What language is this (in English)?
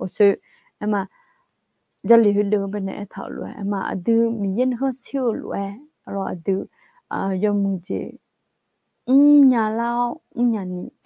Akha